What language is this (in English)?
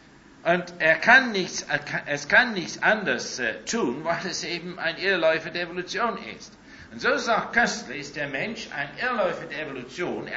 German